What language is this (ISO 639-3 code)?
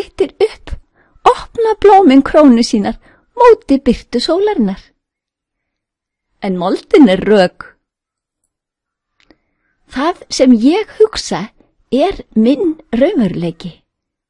isl